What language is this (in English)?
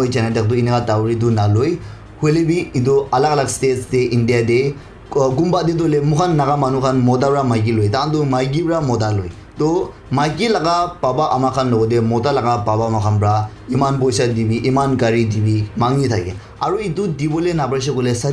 Naga Pidgin